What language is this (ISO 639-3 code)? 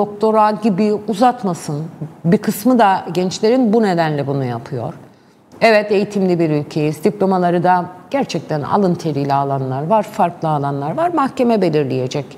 tur